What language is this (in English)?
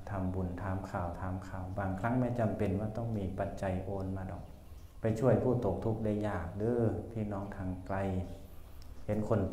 Thai